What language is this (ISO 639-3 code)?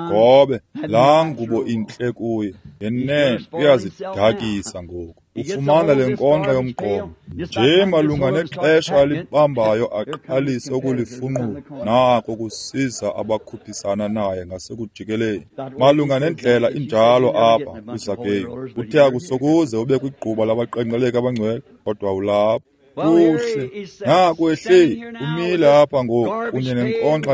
xho